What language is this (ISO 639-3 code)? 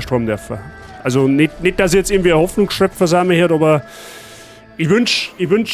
bar